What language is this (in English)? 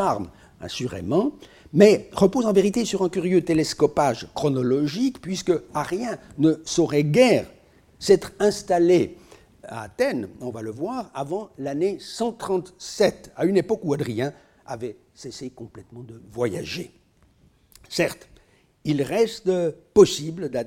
French